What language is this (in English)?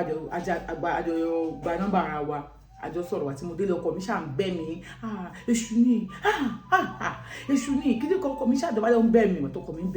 Yoruba